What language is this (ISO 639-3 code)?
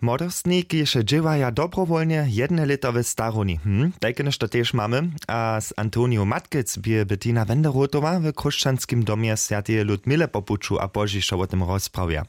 hsb